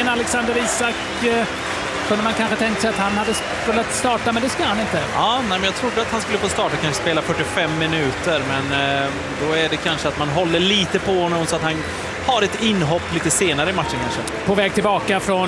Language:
Swedish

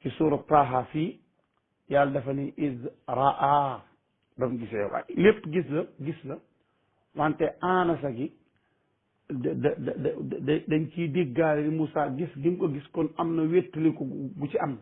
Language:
Wolof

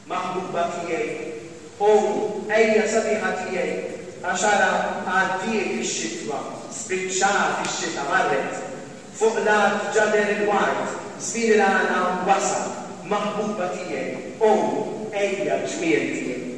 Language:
Maltese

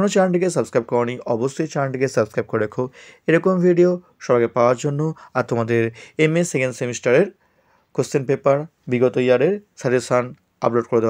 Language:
Bangla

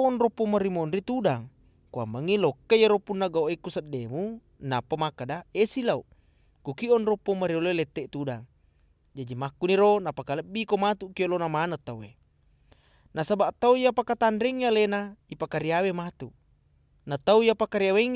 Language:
Buginese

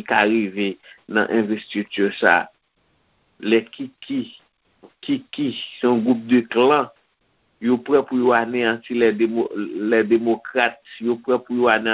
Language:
Haitian Creole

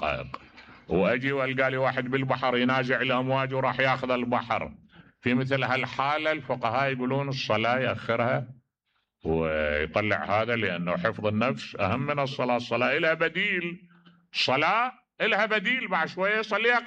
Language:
Mesopotamian Arabic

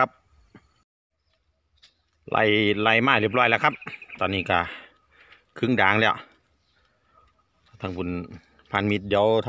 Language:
Thai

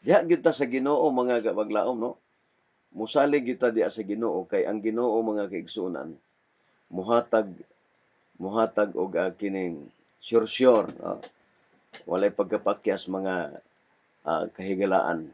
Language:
Cebuano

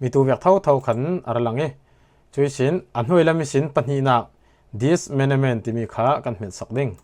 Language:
Falam Chin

